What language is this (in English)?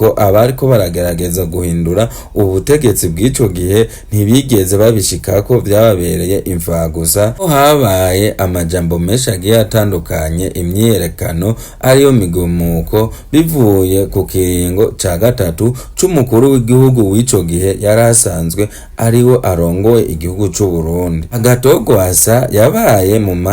Rundi